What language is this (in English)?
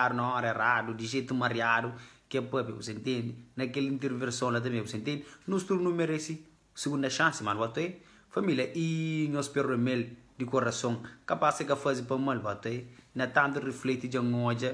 Kabuverdianu